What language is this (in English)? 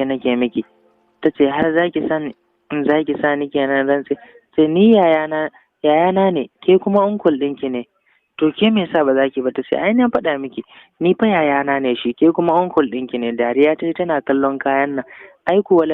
Hausa